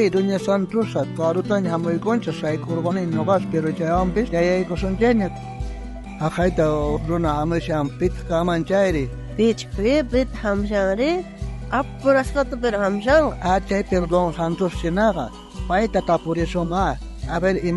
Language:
South Bolivian Quechua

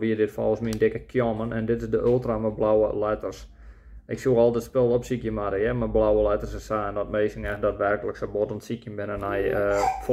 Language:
Western Frisian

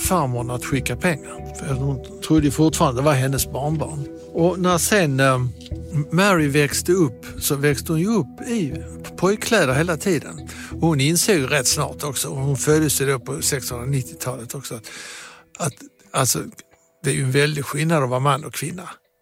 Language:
Swedish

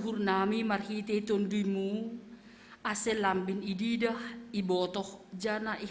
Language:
Batak Simalungun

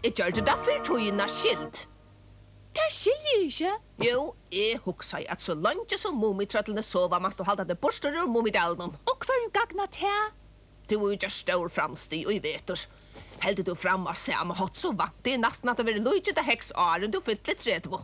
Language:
Faroese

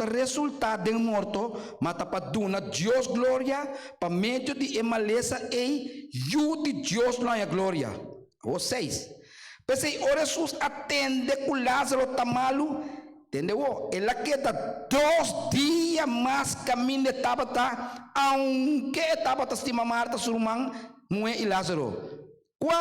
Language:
Papiamento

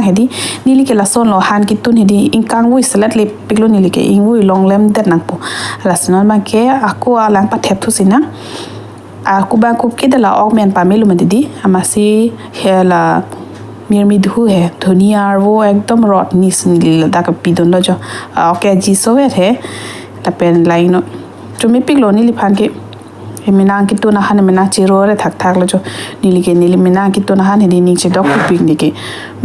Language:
Karbi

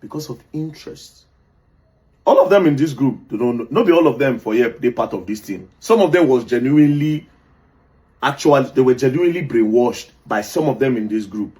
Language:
Nigerian Pidgin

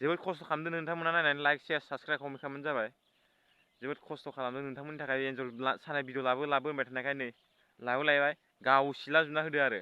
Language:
Bodo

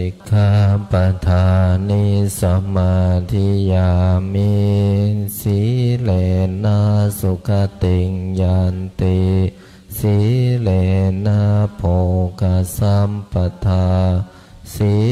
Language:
Pali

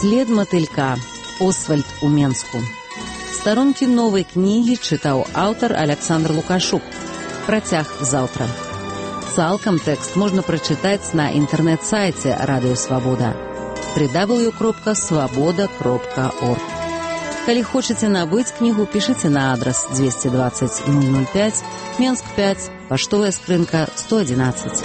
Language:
Belarusian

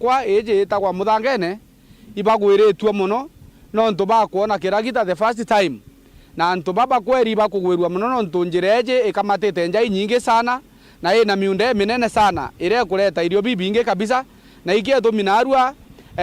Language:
Meru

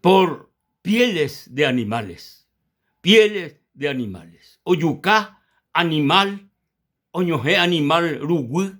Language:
Guarani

